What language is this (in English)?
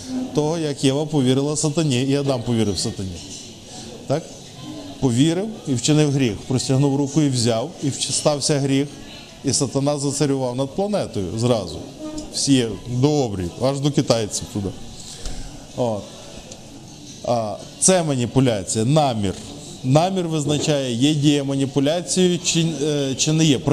Ukrainian